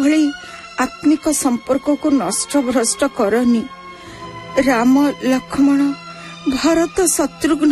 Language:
Odia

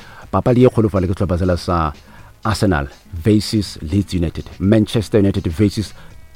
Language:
Northern Sotho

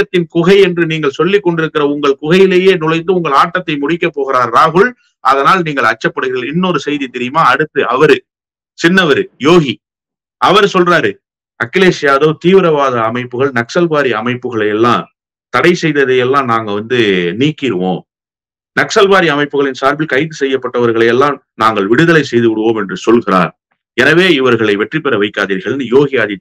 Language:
Tamil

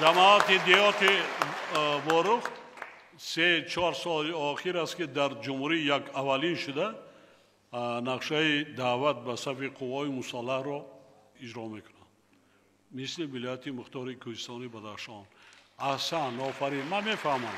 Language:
Tajik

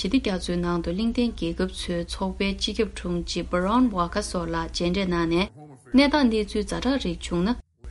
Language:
Tibetan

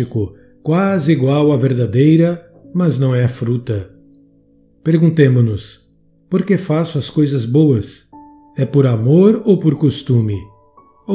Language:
Portuguese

